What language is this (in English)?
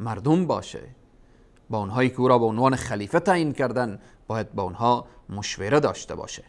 Persian